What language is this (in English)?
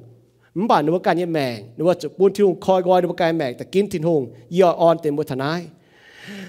Iu Mien